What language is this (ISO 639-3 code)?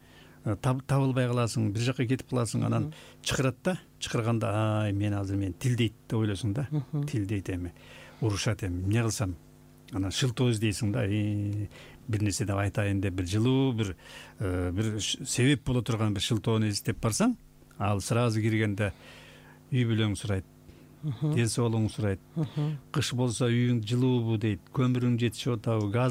kir